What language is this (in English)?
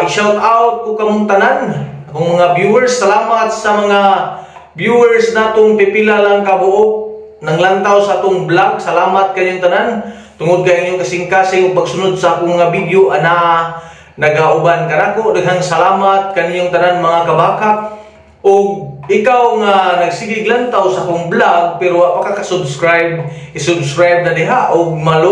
Cebuano